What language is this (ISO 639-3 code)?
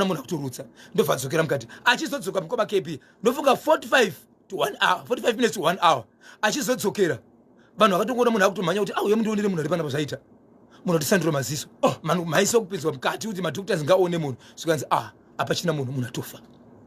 sna